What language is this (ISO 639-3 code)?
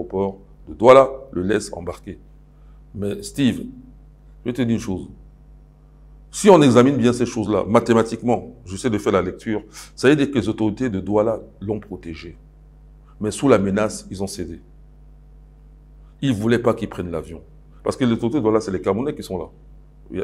fra